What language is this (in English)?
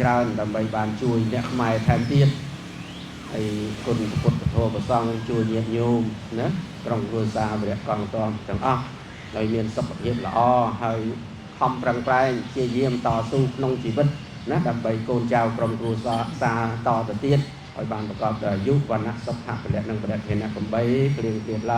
Khmer